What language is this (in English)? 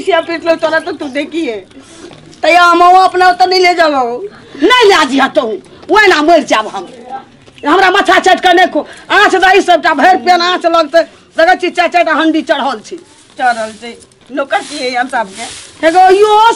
Maithili